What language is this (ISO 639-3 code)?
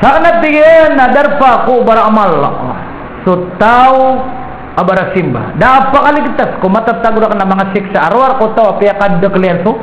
mrw